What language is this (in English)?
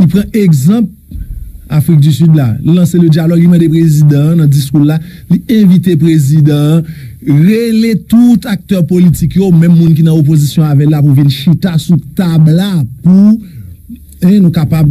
Haitian Creole